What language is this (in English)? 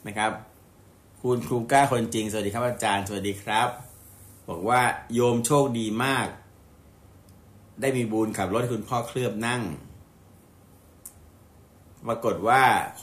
Thai